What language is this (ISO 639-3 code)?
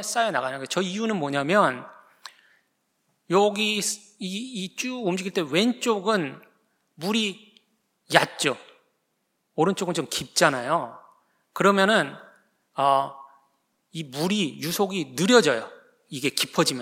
kor